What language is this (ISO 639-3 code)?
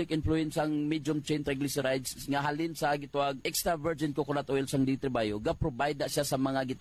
hil